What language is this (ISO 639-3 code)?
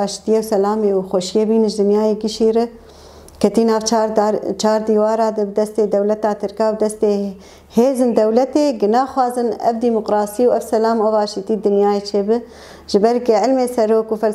kur